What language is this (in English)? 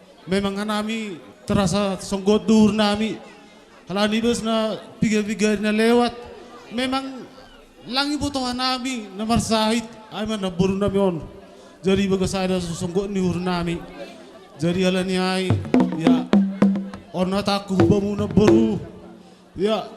Batak Simalungun